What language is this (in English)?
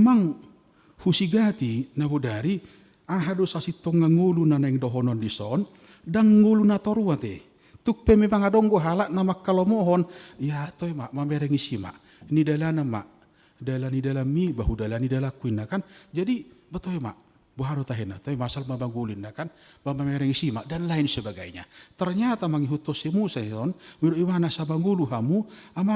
Batak Toba